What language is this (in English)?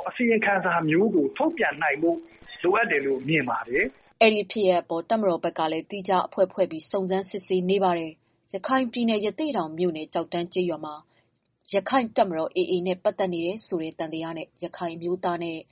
Burmese